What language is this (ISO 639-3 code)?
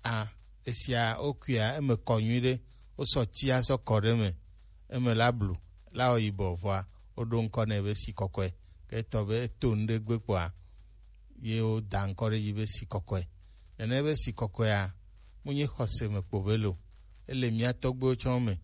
gej